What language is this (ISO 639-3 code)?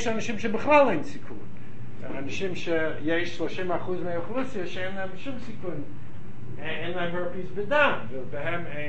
heb